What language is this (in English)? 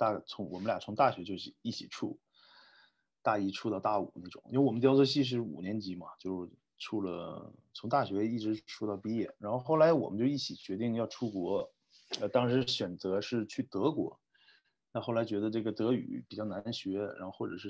Chinese